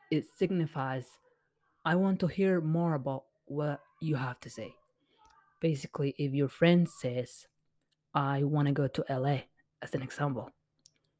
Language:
English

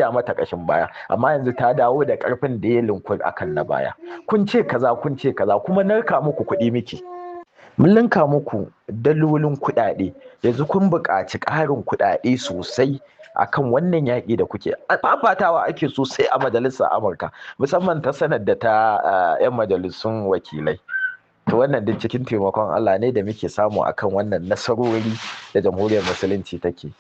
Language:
Hausa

